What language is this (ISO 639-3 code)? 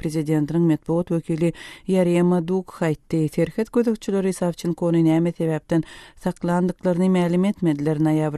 tuk